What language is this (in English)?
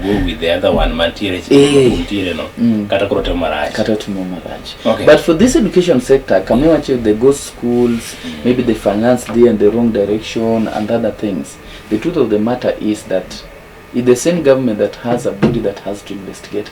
Luo (Kenya and Tanzania)